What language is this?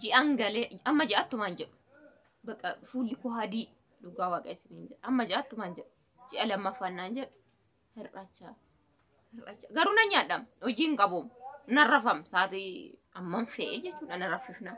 Oromo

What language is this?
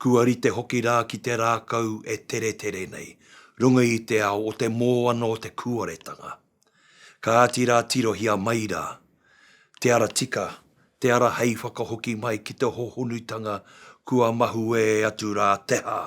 Māori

